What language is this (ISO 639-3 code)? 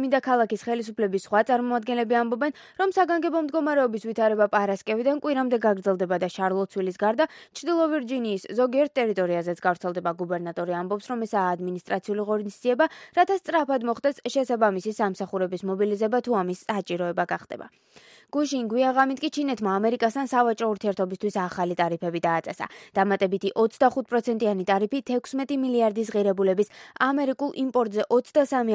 kat